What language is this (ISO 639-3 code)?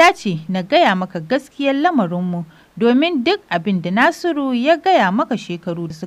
hau